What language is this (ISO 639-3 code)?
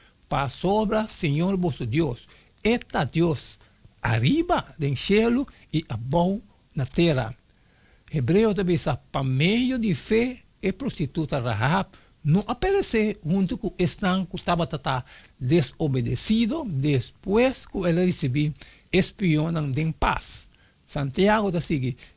pap